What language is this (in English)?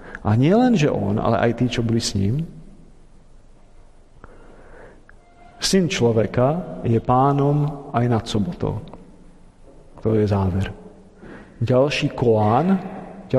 Slovak